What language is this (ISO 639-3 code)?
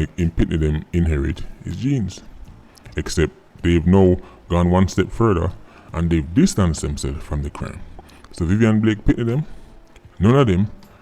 jam